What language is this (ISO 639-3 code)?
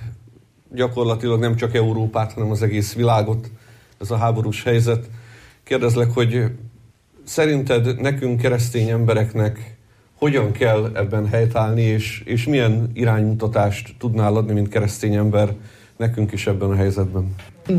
hun